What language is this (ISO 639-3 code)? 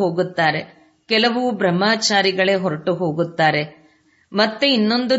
kan